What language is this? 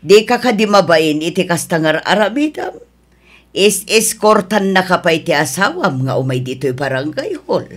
Iloko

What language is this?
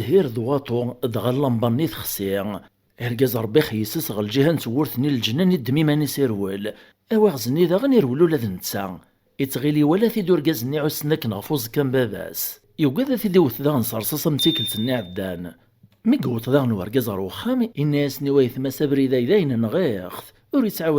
Kabyle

